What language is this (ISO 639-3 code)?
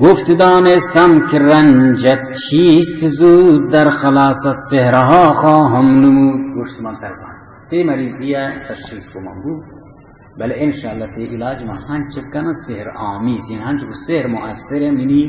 bal